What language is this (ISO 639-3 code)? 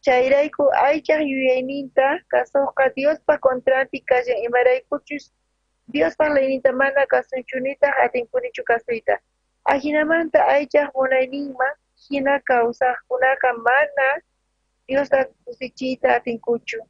quh